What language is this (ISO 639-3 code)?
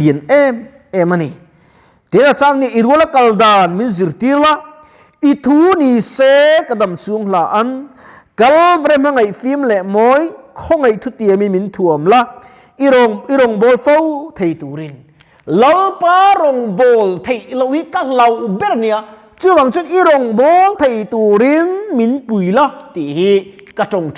lus